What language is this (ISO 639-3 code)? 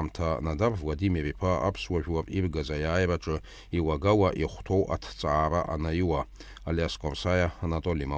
abk